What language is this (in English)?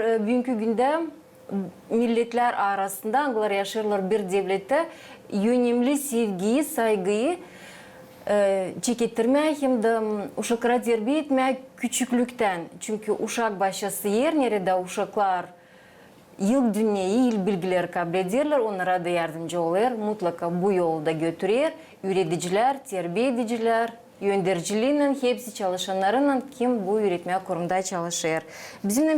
Gagauz